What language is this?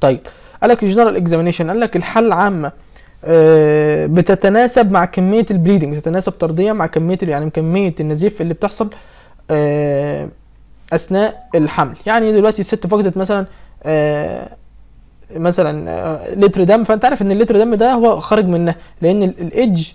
Egyptian Arabic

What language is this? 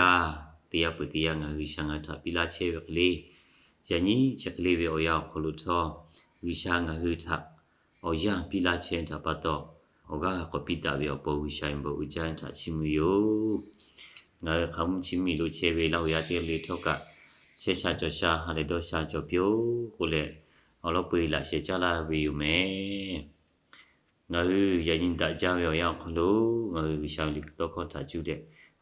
Lahu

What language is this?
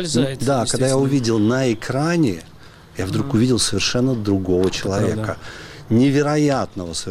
Russian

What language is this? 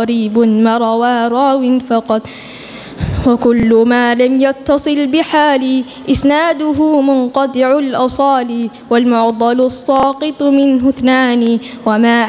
Arabic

